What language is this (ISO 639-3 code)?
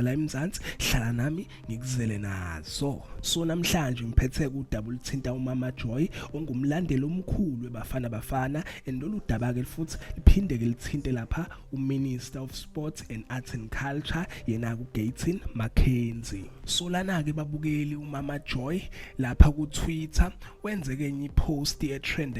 zul